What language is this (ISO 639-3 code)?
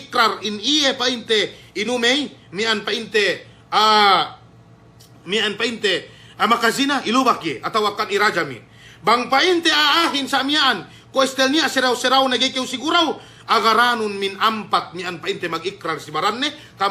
yka